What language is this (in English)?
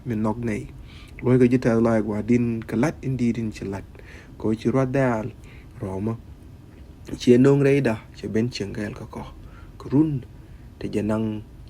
Nuer